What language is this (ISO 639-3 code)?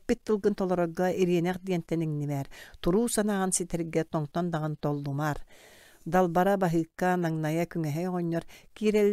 sah